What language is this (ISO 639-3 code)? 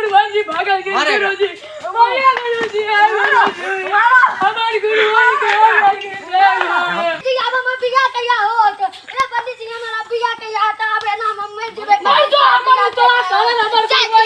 mai